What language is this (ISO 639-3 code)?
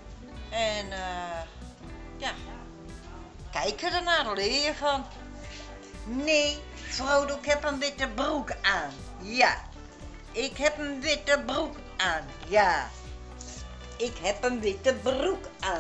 nld